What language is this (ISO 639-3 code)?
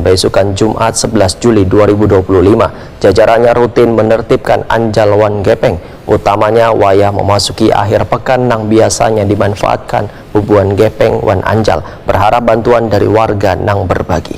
bjn